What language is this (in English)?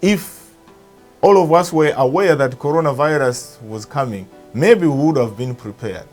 English